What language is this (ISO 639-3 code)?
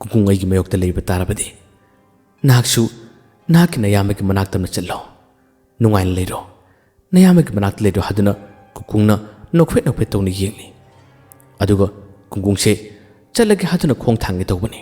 mni